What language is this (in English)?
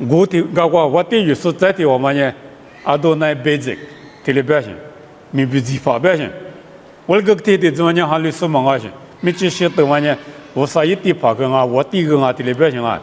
Lisu